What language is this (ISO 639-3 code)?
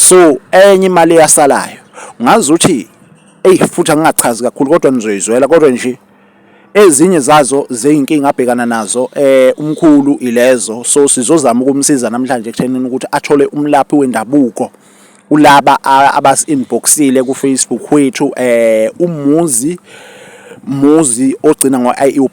zul